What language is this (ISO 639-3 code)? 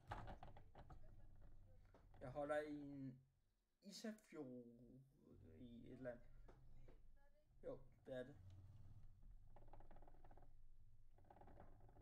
dan